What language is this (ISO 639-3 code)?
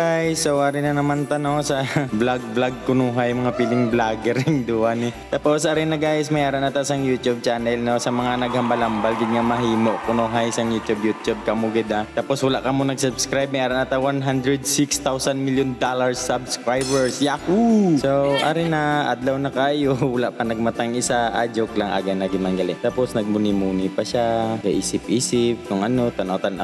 hil